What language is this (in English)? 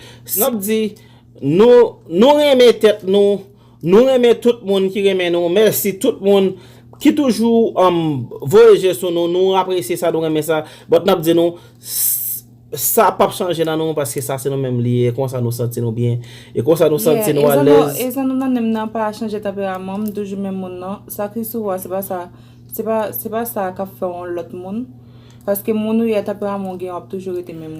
Haitian Creole